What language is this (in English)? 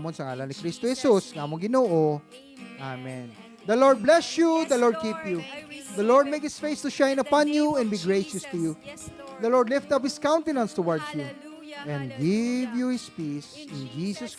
Hiligaynon